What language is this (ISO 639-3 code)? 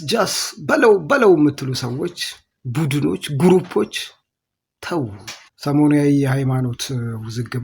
amh